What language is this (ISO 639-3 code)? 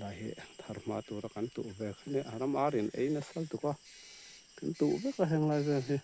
lus